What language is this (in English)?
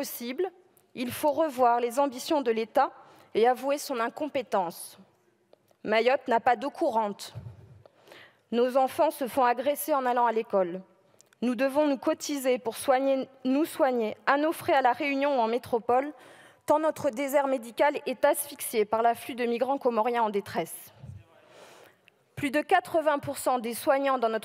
French